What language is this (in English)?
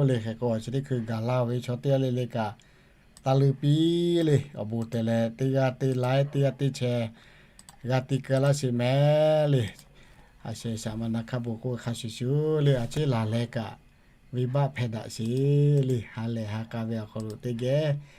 Lahu